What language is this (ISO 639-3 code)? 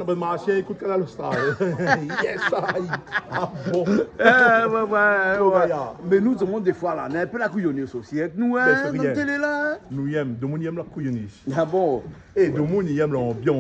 rcf